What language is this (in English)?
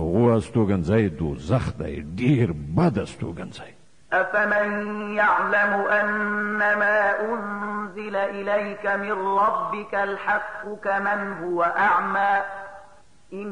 Pashto